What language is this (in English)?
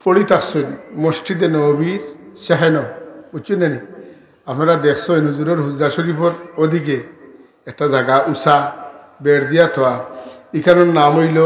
Sylheti